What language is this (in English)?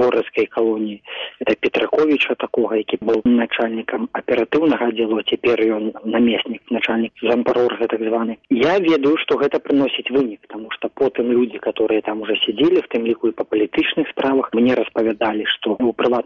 Belarusian